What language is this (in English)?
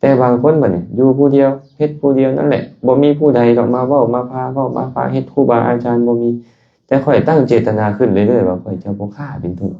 Lao